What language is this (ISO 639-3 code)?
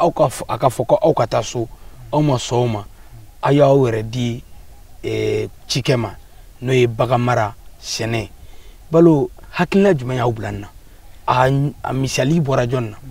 bam